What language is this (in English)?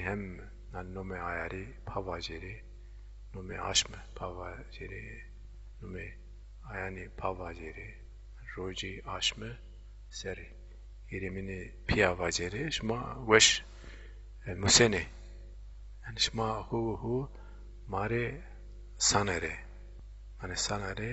Zaza